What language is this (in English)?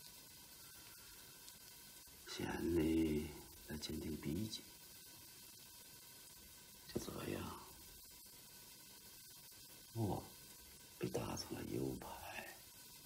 Chinese